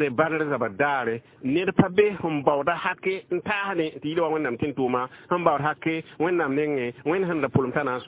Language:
Mossi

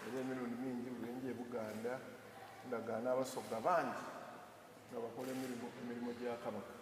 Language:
Soga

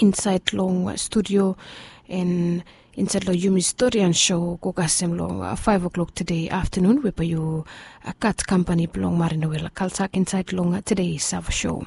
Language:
Bislama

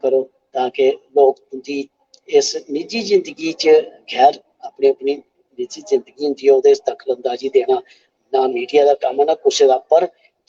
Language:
Dogri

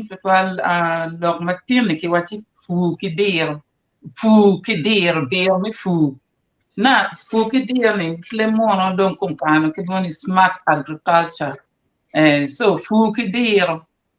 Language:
Acoli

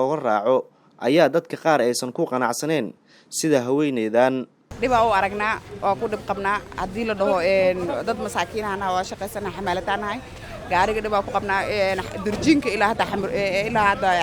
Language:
Somali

